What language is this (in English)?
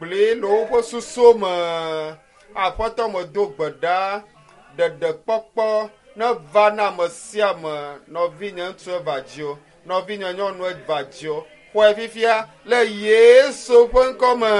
Ewe